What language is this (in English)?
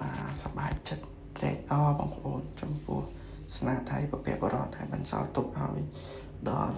Khmer